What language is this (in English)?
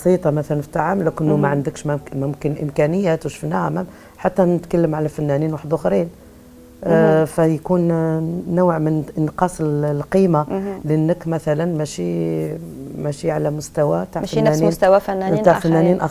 Algerian Arabic